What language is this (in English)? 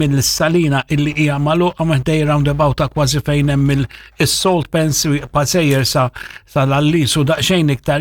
Maltese